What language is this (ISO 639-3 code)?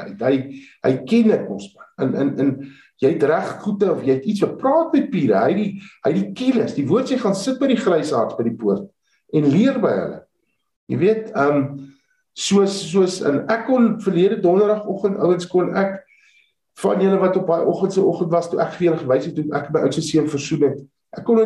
afr